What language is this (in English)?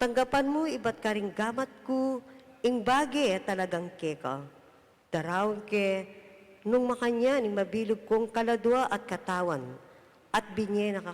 Pampanga